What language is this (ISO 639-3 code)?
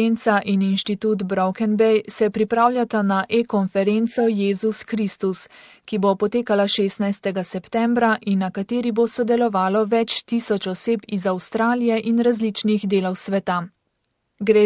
slv